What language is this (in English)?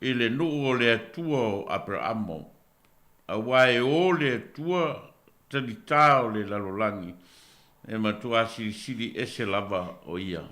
Samoan